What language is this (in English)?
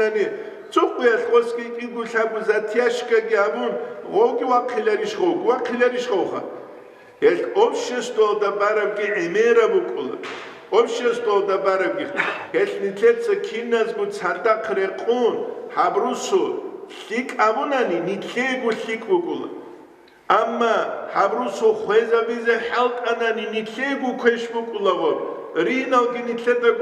Avaric